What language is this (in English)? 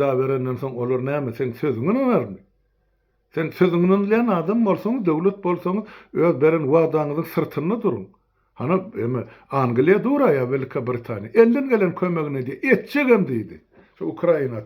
Turkmen